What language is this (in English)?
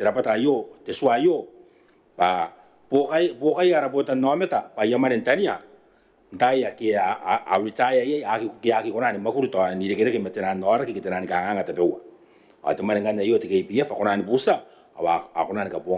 Gilbertese